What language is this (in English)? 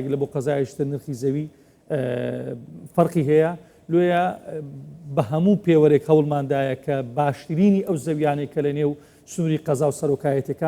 Central Kurdish